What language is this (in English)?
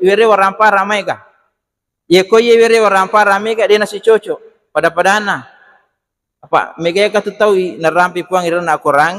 Buginese